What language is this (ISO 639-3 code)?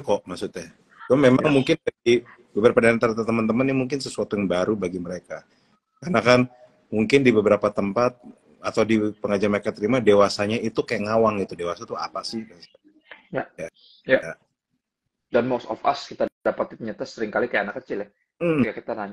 ind